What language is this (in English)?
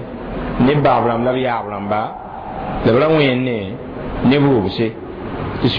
Mossi